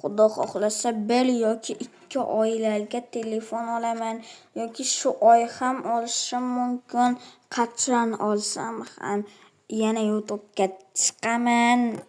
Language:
Uzbek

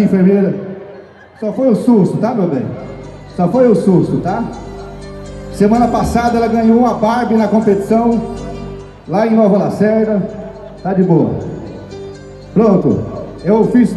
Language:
Portuguese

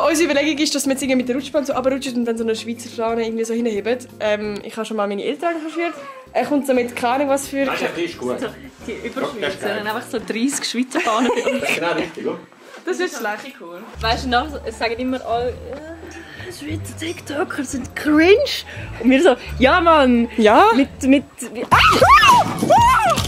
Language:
Swiss German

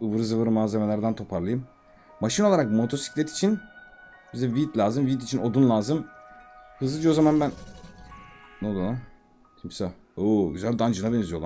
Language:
Turkish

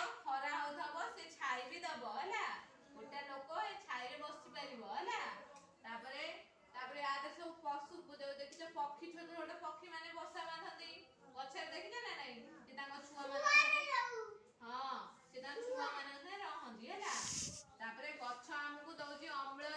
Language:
Odia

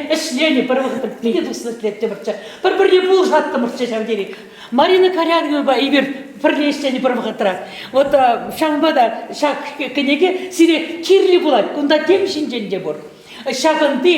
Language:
Chuvash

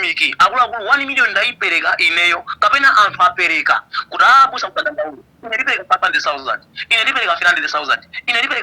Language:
Nyanja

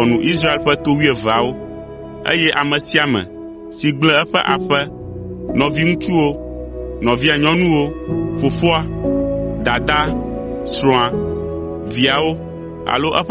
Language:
Ewe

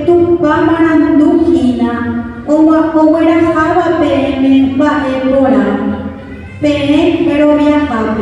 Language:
Guarani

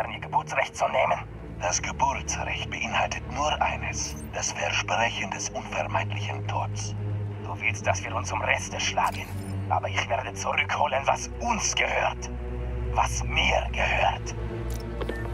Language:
German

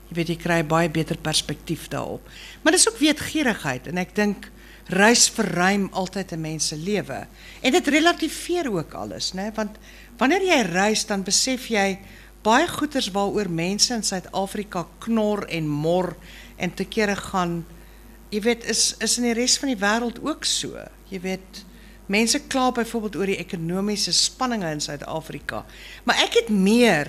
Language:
Afrikaans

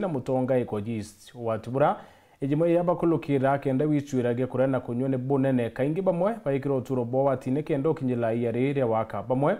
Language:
Meru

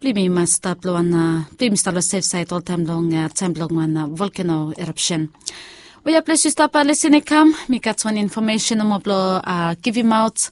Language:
Bislama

